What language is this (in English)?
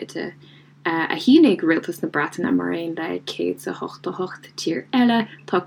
Irish